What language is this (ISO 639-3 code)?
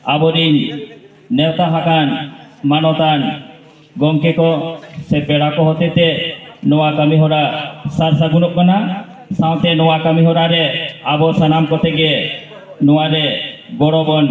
sat